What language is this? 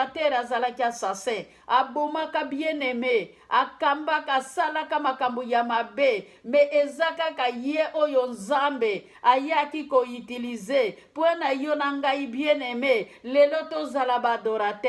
Lingala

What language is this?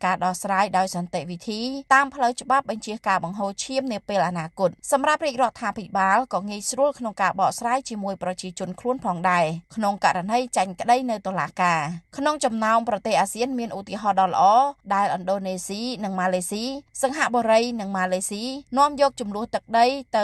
Khmer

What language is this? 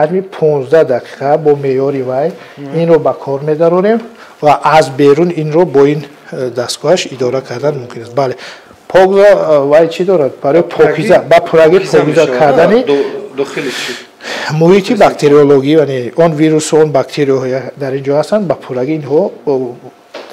Tajik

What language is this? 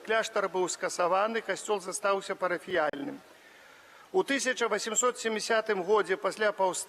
Belarusian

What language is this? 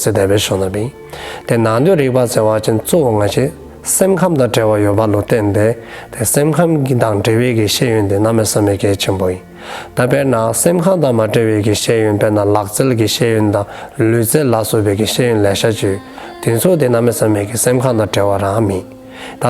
Dzongkha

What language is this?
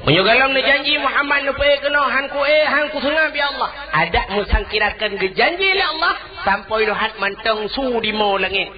Achinese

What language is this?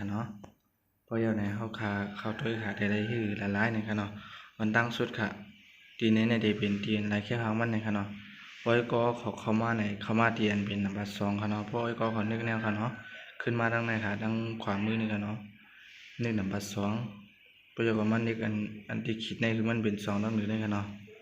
Shan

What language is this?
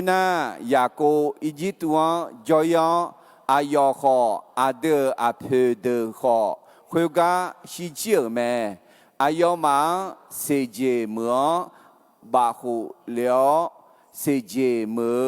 Akha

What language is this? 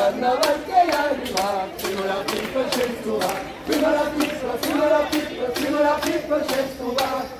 Occitan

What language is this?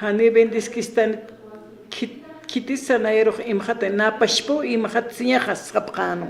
Aymara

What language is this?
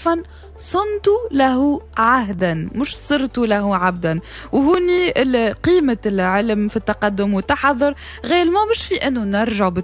Tunisian Arabic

